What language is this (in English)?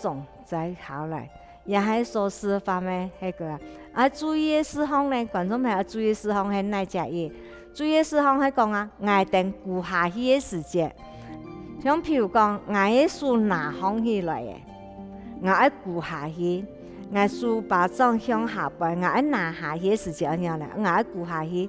Hakka Chinese